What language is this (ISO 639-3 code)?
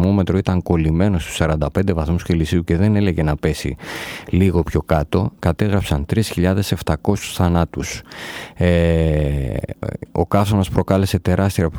ell